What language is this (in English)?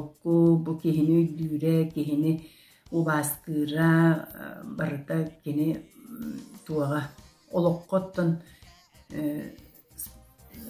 Yakut